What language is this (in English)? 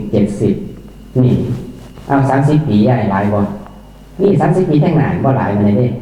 Northeastern Thai